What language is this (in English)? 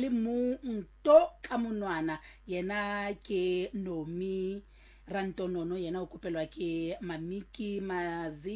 Southern Sotho